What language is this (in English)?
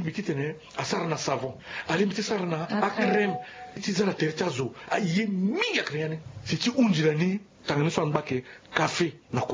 Sango